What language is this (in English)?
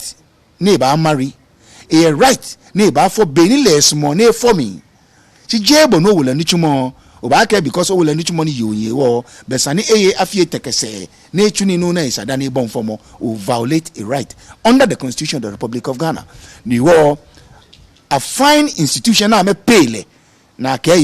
Ga